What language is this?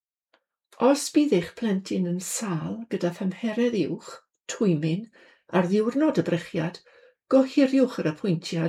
Welsh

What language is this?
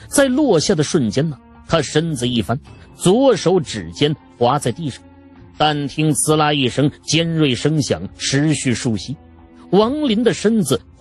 Chinese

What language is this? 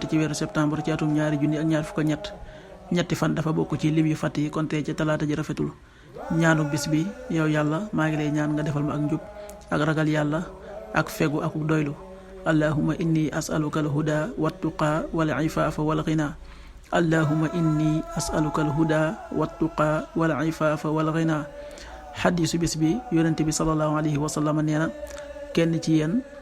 Wolof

